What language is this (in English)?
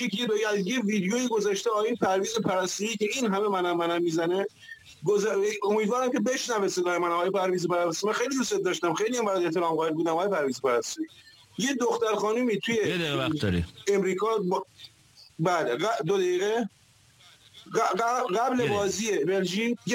Persian